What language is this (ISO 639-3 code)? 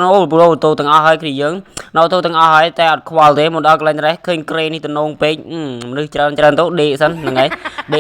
khm